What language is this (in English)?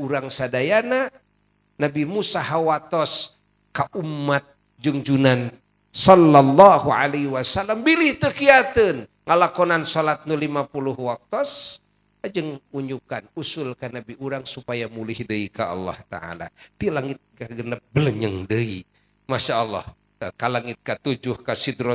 Sundanese